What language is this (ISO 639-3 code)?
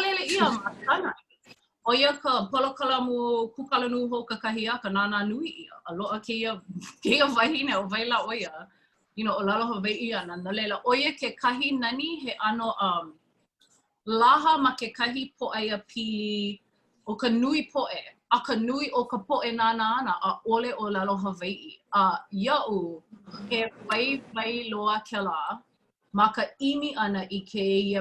haw